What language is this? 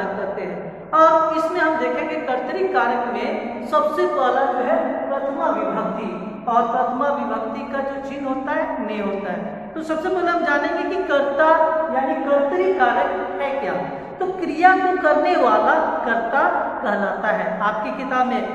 Hindi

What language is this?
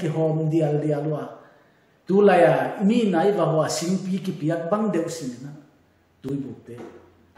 Paite Chin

